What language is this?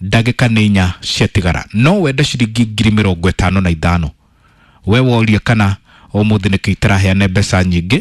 Kikuyu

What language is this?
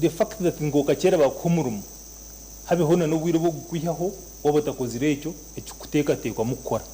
Nyankole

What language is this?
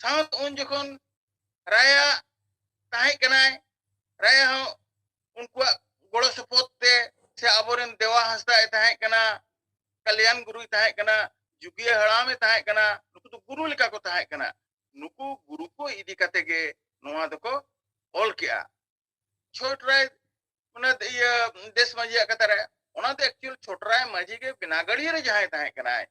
Santali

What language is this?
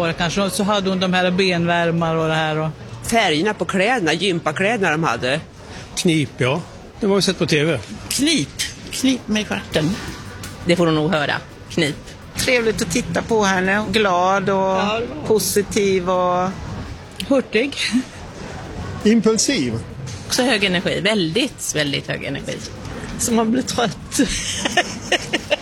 Swedish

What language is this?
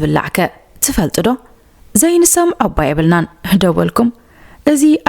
Tigrinya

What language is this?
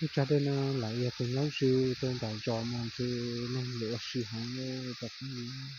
Hmong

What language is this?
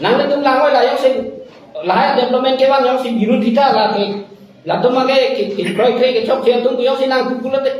Karbi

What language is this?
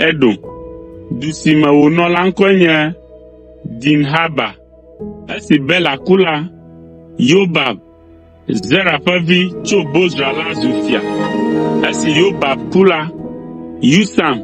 Ewe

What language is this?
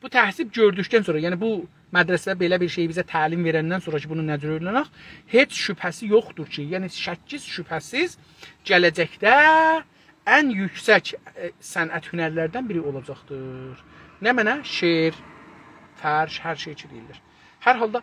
South Azerbaijani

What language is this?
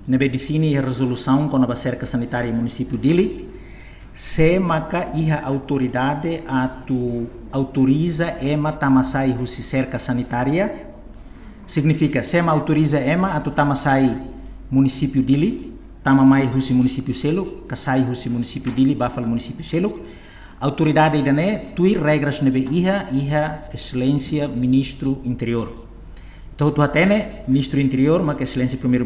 Tetum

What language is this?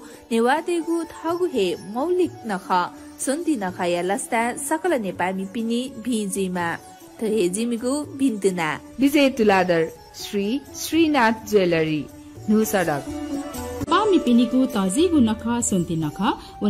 Newari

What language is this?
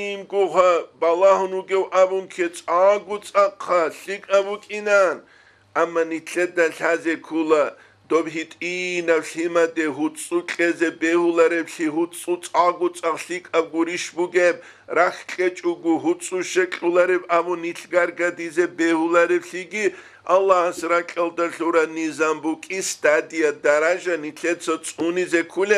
Avaric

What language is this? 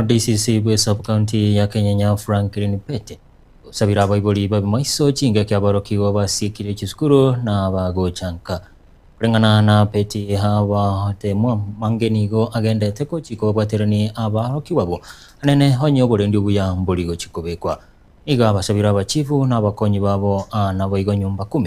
Gusii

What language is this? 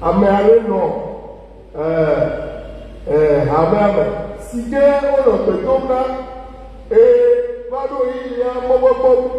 Ewe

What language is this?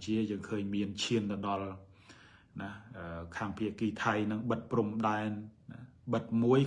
Khmer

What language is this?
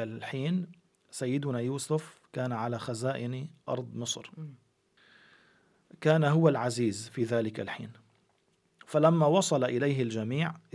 Arabic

